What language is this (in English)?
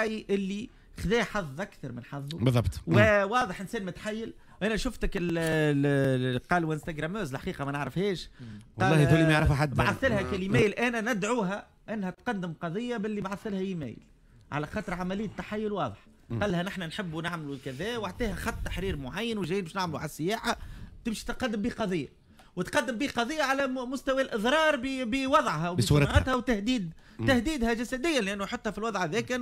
Tunisian Arabic